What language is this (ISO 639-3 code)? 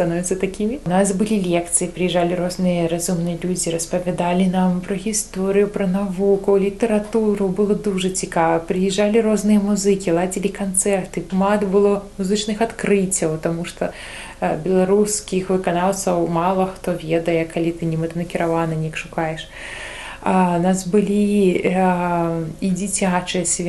bel